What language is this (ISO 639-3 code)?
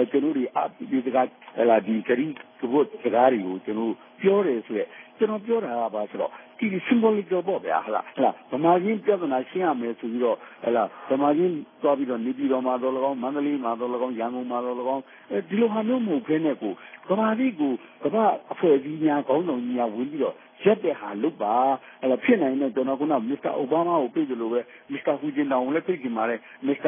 mya